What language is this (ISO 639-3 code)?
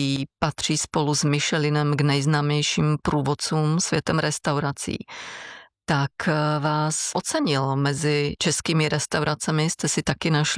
ces